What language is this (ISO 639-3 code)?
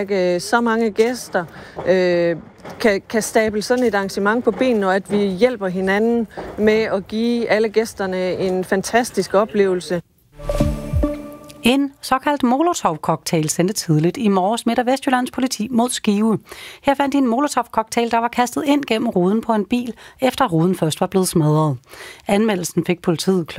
dan